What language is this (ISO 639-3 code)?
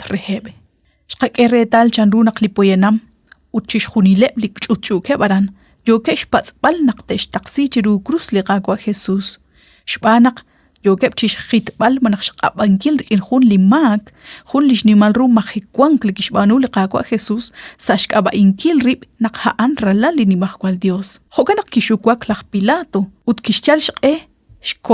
kek